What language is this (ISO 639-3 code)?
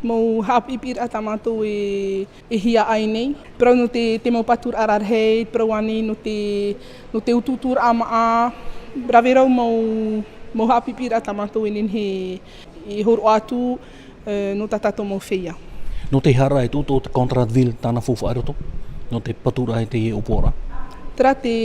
tah